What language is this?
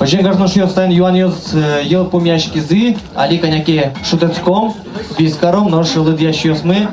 Udmurt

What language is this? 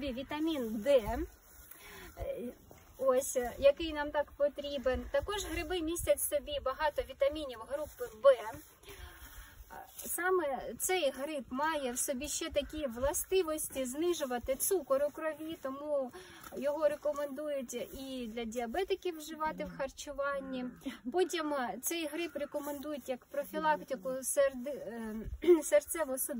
Ukrainian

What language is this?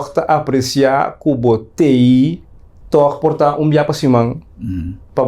Papiamento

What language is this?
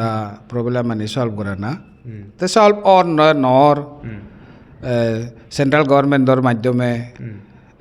Chakma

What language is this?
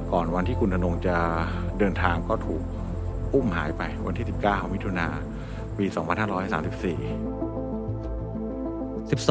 Thai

